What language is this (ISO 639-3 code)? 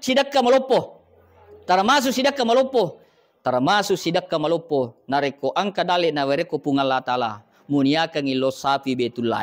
bug